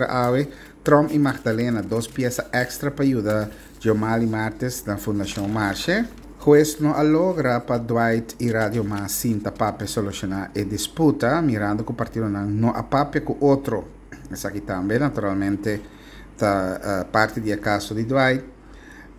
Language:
Papiamento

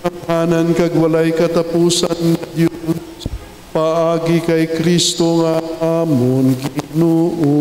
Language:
Hiligaynon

